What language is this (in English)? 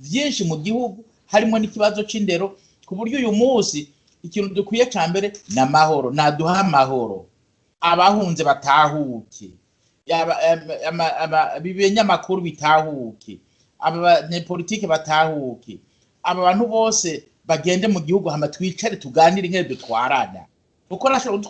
Rundi